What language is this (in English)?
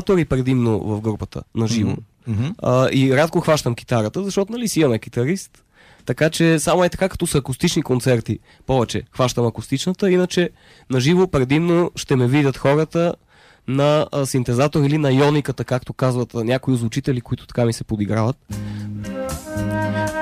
Bulgarian